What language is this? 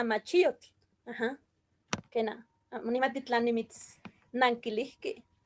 Eastern Huasteca Nahuatl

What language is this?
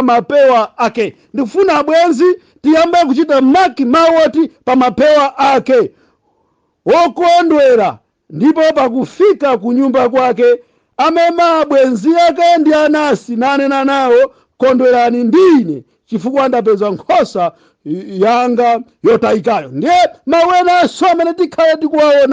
Nyanja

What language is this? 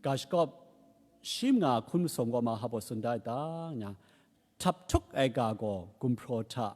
Kachin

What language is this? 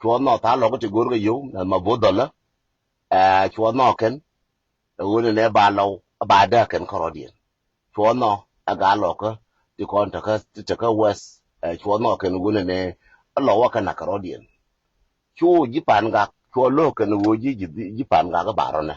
Nuer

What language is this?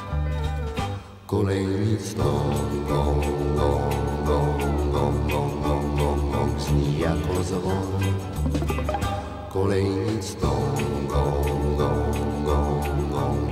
Czech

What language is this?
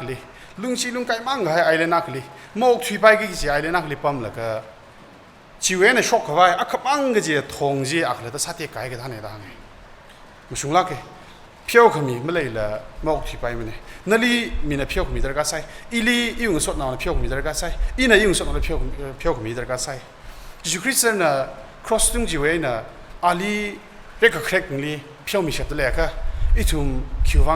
Tangkhul Naga (India)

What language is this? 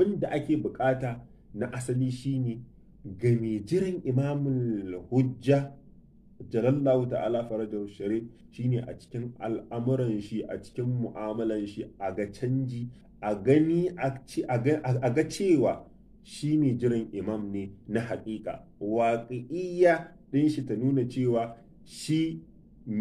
Hausa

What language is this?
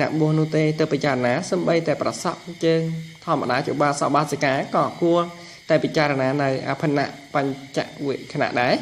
Khmer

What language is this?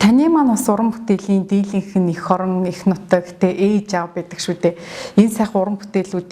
Mongolian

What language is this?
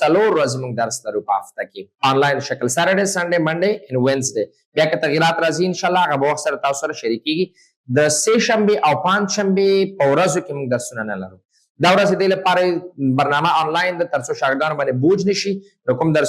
Pashto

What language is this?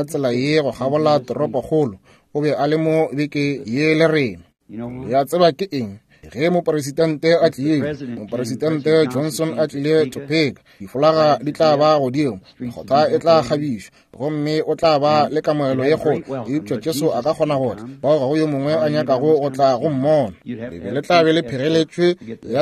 Northern Sotho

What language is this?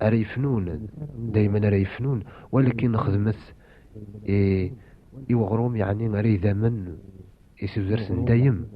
Kabyle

